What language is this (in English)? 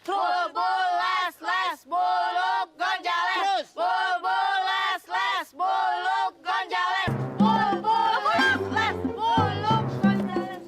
Betawi